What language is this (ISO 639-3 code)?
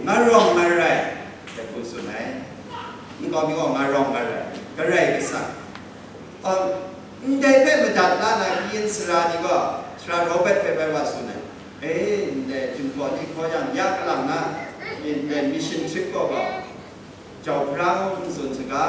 kac